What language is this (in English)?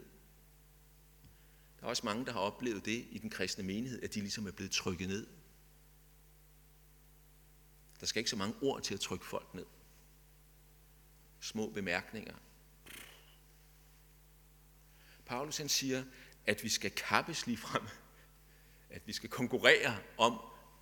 Danish